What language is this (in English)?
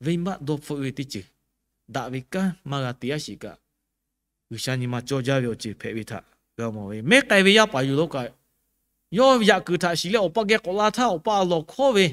Lahu